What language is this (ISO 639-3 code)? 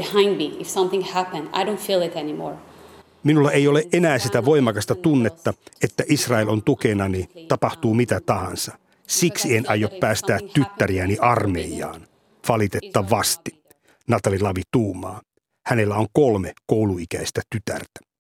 fin